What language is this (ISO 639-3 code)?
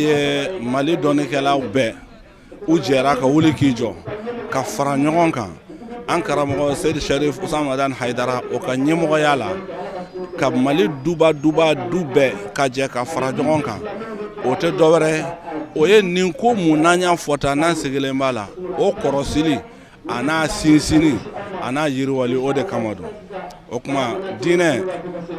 bam